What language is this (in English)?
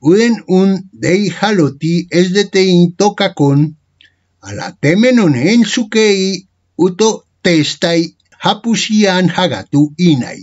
Ancient Greek